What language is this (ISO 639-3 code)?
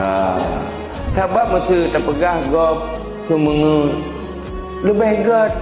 ace